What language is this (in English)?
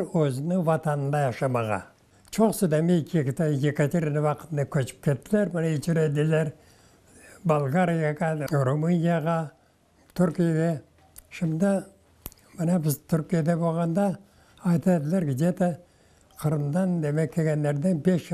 Crimean Tatar